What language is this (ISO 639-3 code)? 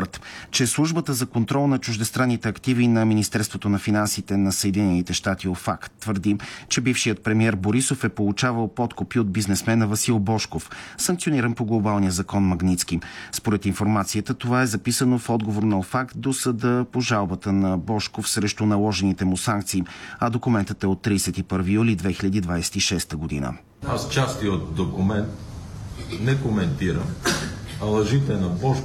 bul